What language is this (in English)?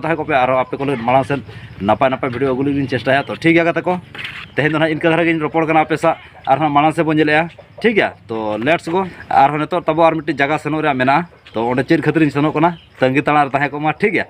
Santali